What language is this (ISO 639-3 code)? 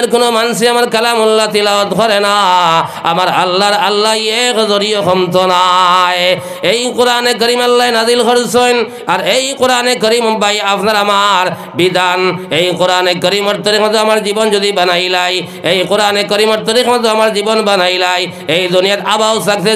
syl